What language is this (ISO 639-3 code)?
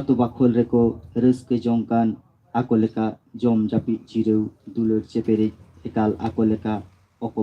sat